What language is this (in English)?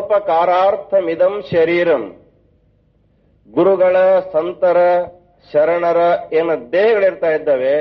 Kannada